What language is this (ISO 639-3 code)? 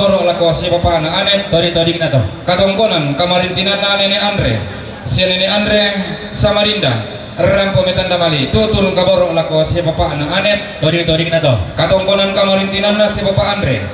sda